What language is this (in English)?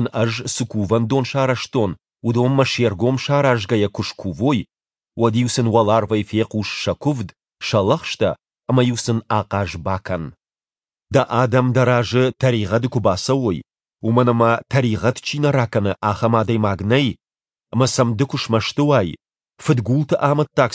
Ossetic